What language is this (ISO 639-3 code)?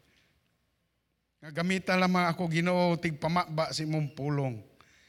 ceb